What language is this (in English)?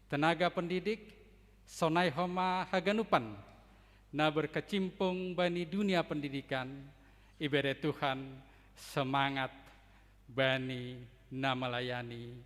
Batak Simalungun